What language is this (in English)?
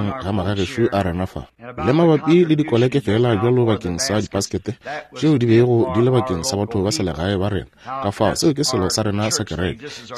Northern Sotho